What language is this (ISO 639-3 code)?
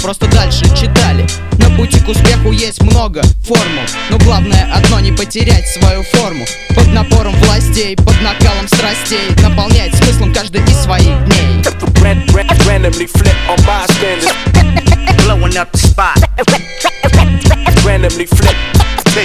rus